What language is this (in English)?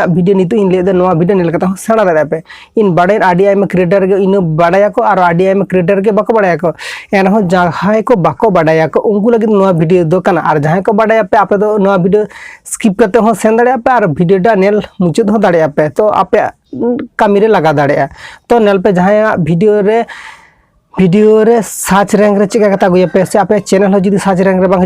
Santali